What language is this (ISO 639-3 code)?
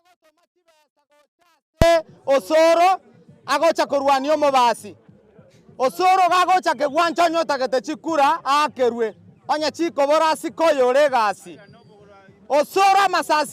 guz